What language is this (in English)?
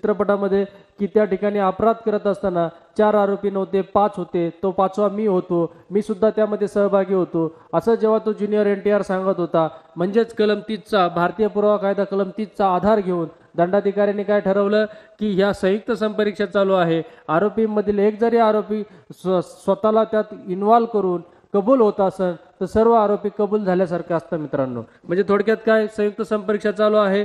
Marathi